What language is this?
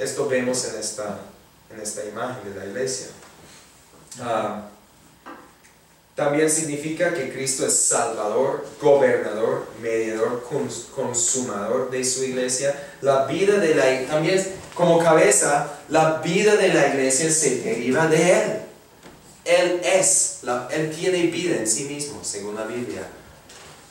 Spanish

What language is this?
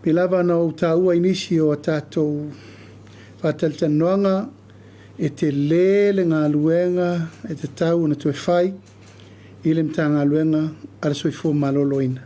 Samoan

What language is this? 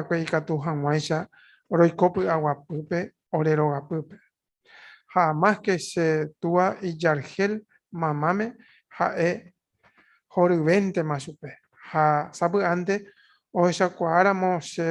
Guarani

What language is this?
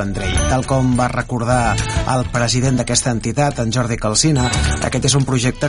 Catalan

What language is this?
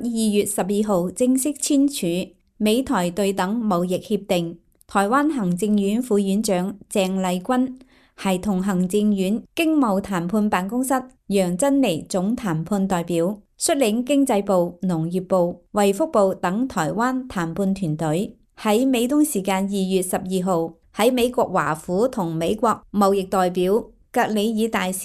Cantonese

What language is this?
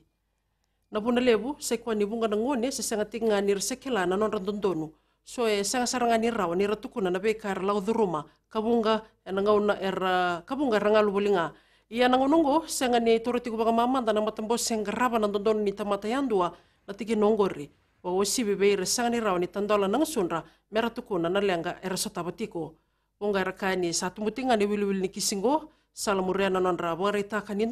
Fijian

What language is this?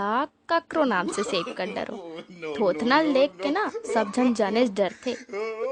Chhattisgarhi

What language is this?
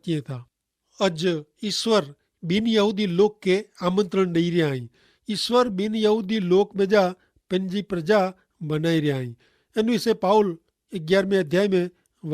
Kachhi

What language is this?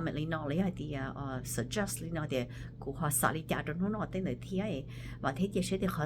Hmong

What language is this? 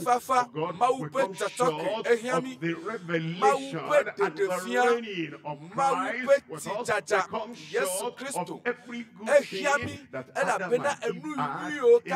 Ewe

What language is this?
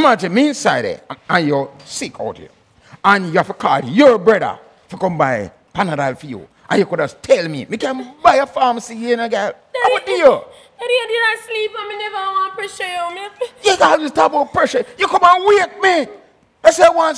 Jamaican Creole English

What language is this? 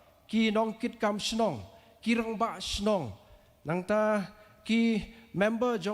Khasi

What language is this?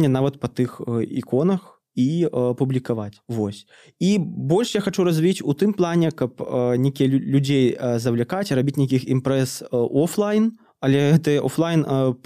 Belarusian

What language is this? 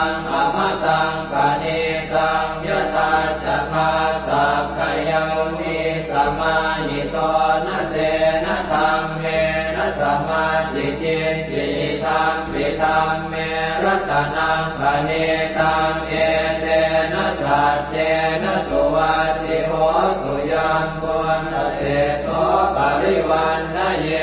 Pali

